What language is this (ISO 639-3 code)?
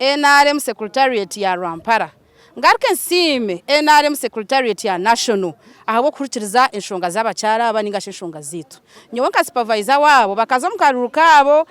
nyn